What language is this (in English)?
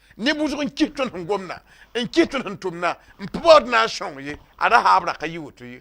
Mossi